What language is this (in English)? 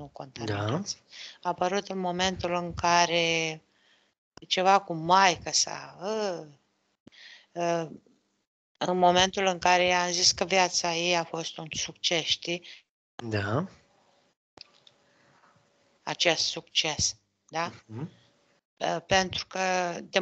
Romanian